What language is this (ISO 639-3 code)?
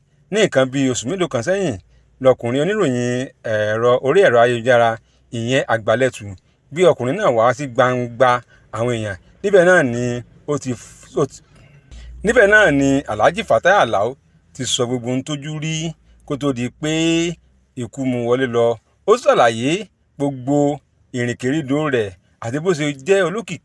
yor